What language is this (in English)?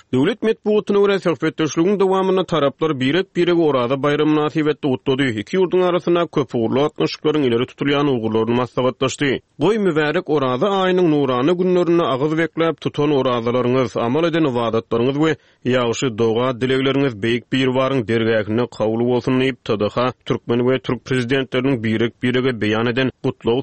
Turkmen